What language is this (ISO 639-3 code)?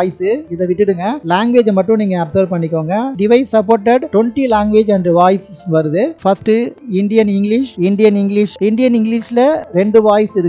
tam